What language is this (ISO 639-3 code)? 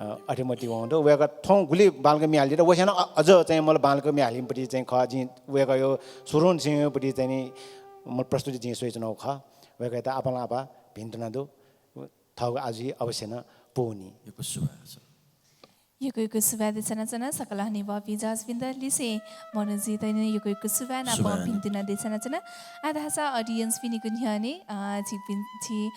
new